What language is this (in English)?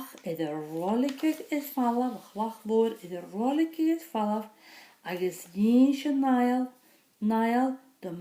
Scottish Gaelic